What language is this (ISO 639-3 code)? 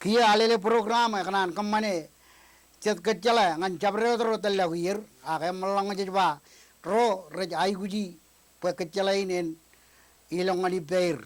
mah